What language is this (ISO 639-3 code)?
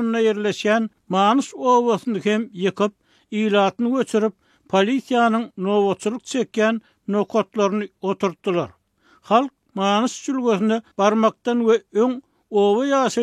tuk